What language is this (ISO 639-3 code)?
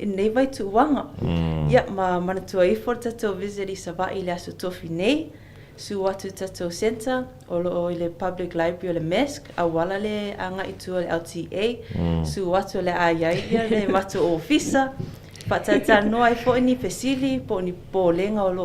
smo